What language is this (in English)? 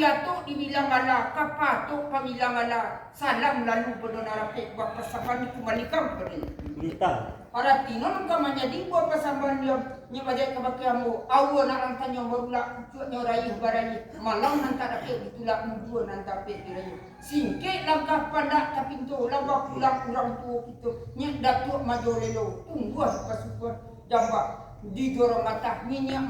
Minangkabau